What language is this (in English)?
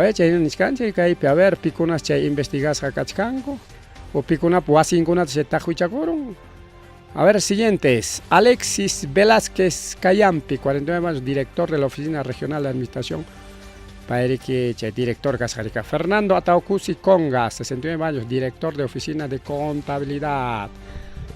Ayacucho Quechua